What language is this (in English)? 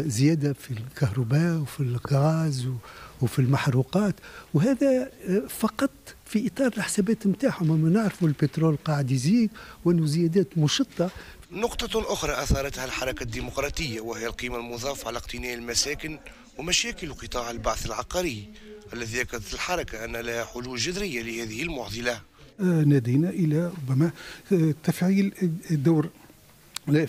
Tunisian Arabic